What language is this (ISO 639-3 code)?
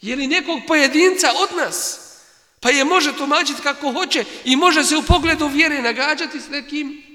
bos